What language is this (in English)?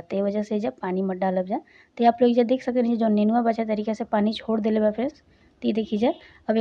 Bhojpuri